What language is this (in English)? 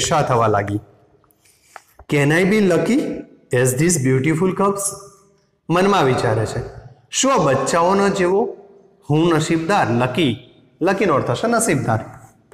Gujarati